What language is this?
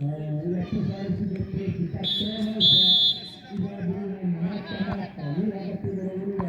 Xavánte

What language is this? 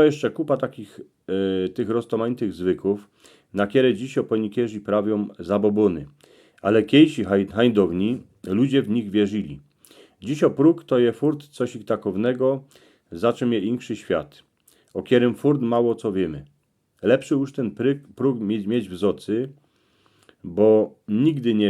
Silesian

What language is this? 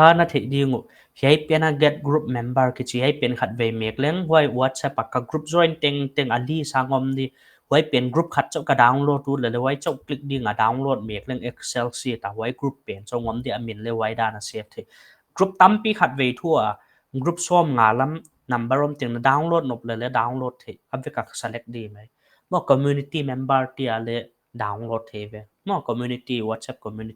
Paite Chin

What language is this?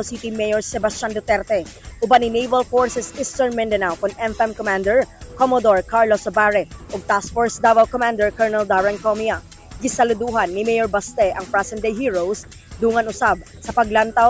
Cebuano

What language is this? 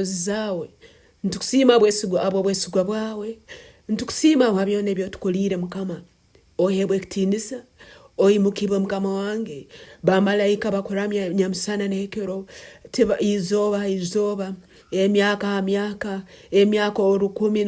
Tooro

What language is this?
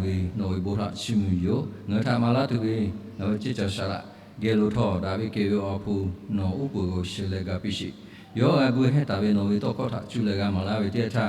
Lahu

